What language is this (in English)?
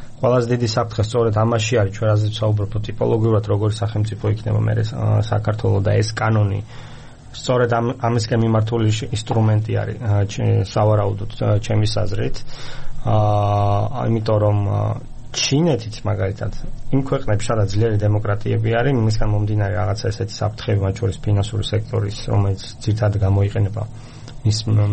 Georgian